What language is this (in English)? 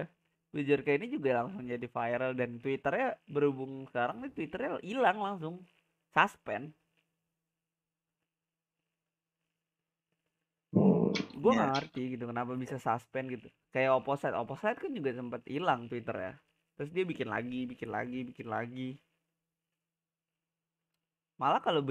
Indonesian